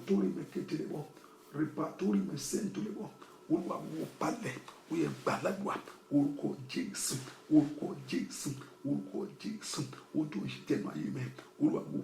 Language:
Yoruba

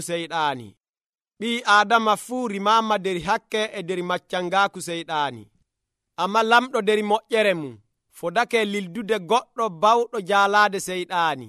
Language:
Nigerian Fulfulde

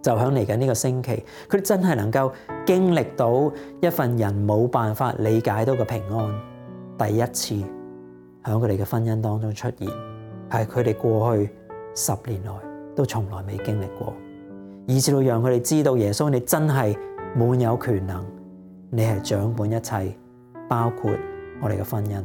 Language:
Cantonese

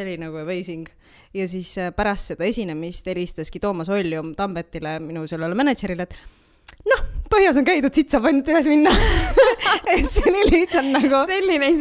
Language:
Estonian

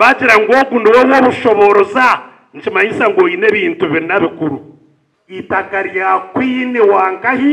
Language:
Nyankole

